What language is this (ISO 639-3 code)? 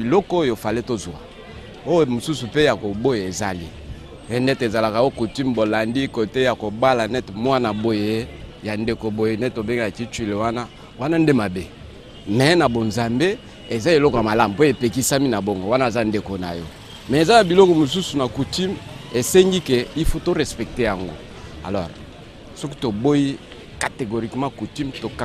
lin